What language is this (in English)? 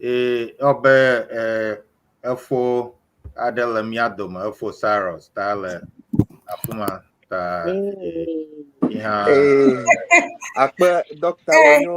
Ewe